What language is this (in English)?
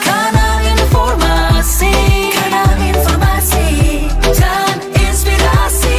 Manado Malay